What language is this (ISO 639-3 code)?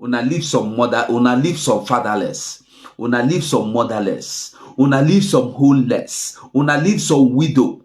pcm